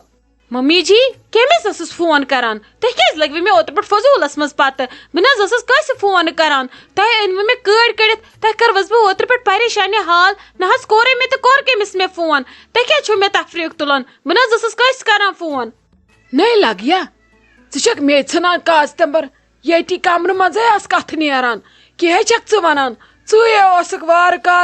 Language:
Kashmiri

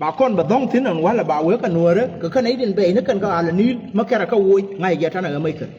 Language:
Nuer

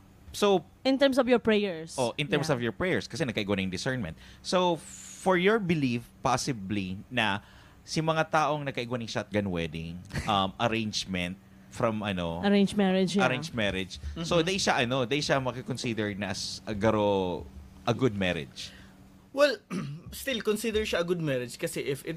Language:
Bikol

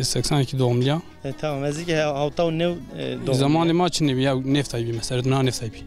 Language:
Zaza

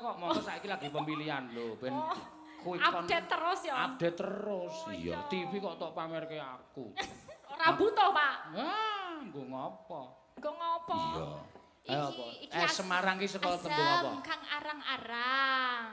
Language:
Javanese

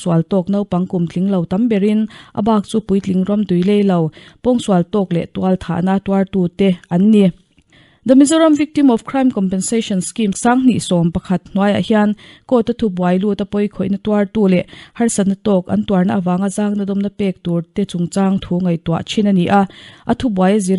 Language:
Mizo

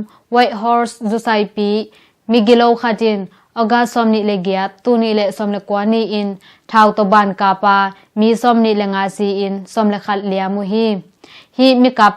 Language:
Tedim Chin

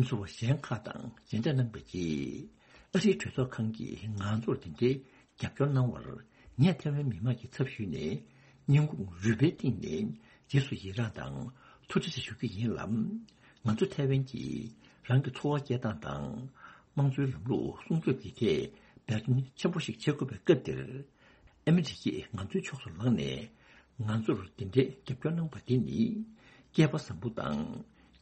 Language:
Tibetan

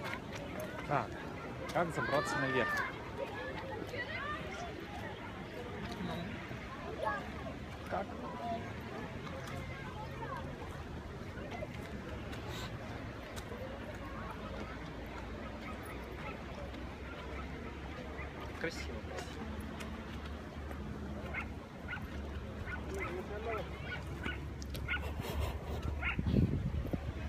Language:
Russian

